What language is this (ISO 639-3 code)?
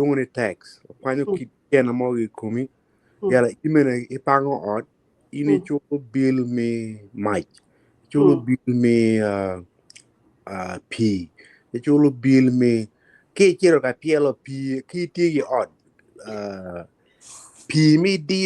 ach